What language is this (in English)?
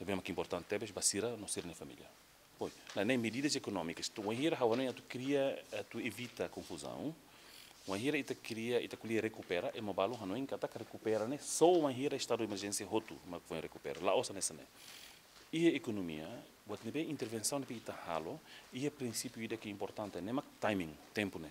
Tetum